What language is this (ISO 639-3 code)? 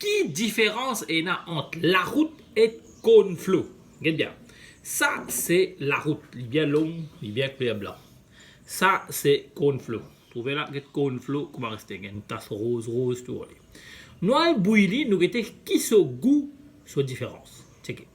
mfe